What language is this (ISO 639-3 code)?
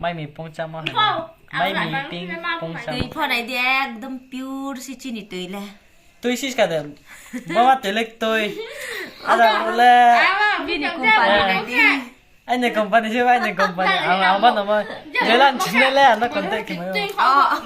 ria